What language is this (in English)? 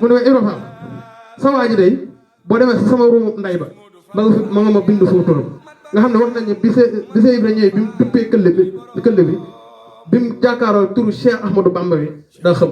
Wolof